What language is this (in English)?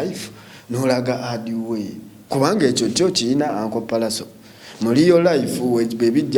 Ganda